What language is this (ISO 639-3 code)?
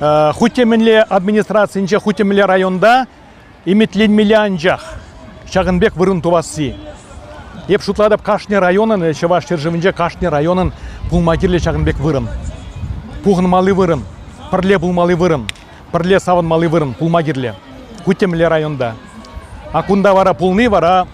chv